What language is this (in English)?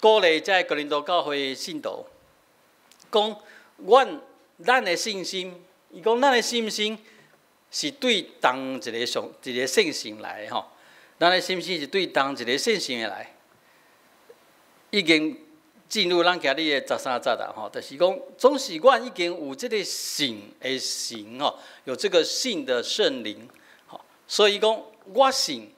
Min Nan Chinese